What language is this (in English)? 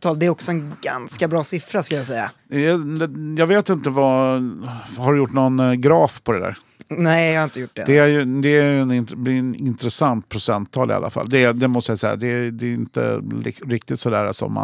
Swedish